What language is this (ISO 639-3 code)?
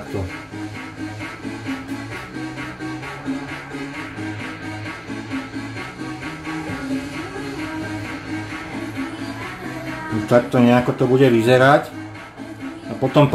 slk